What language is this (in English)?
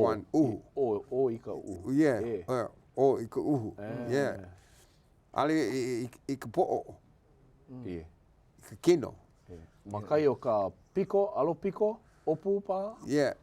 Hawaiian